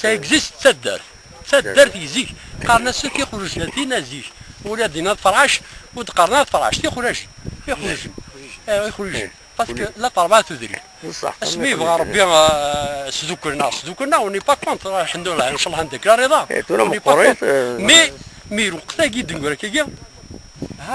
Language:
Kabyle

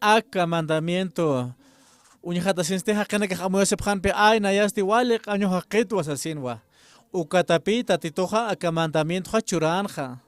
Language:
Aymara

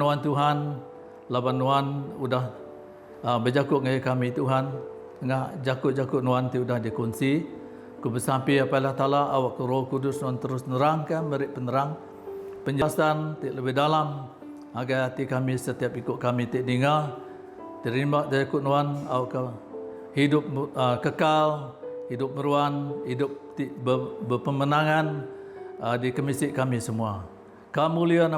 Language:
Iban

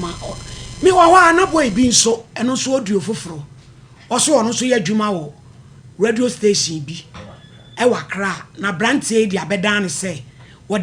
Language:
Akan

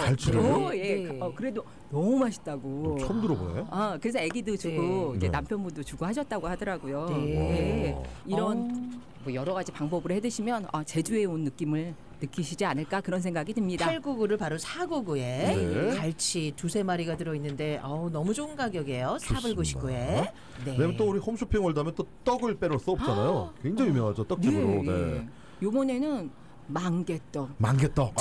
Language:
Korean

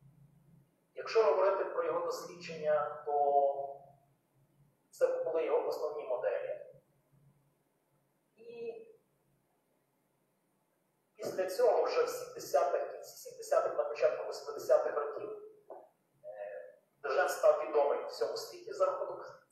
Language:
Ukrainian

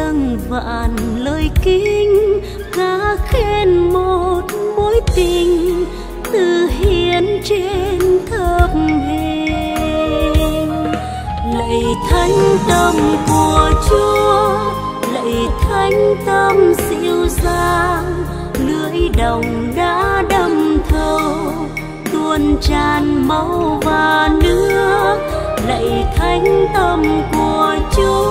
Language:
Vietnamese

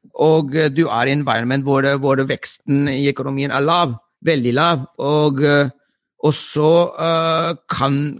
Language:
Norwegian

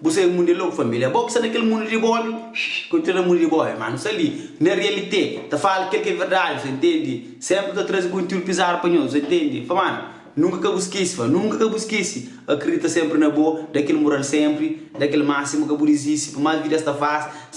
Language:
Kabuverdianu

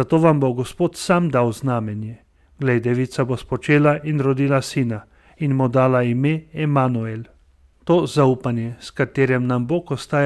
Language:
Slovenian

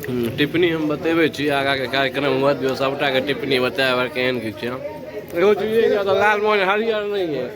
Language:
Maithili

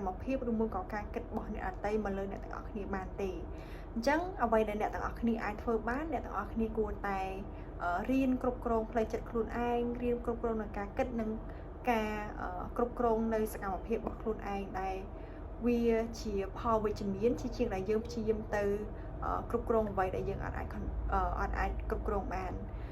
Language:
Khmer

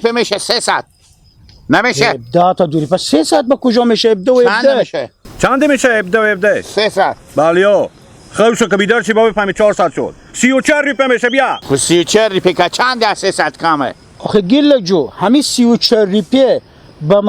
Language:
Hazaragi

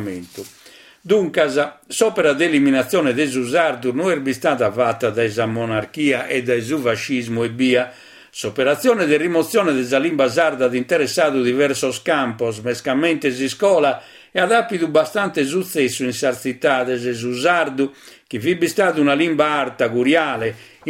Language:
Sardinian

